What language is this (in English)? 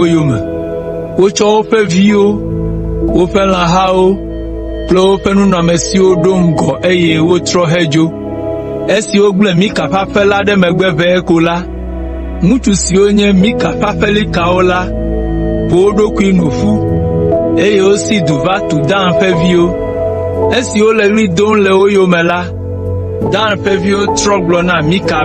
Ewe